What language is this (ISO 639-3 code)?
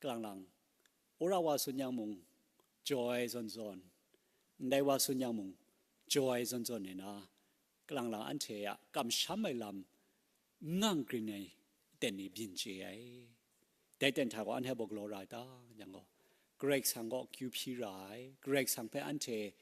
kac